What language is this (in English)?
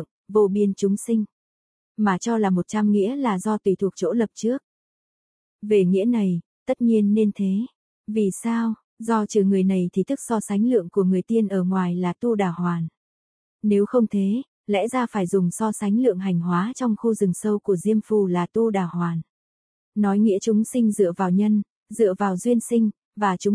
Vietnamese